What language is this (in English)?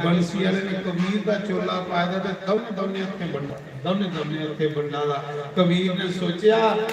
Dogri